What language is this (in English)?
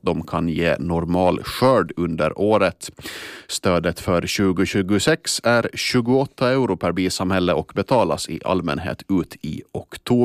Swedish